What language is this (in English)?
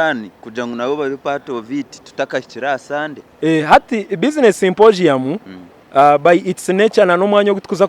Nyankole